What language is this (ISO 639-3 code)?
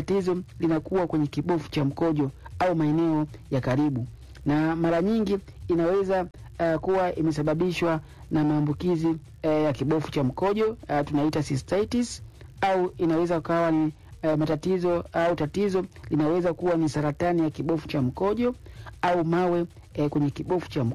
swa